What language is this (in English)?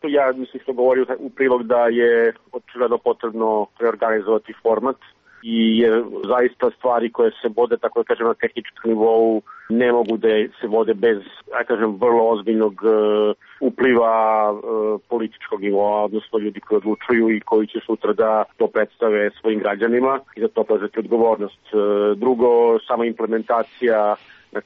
Serbian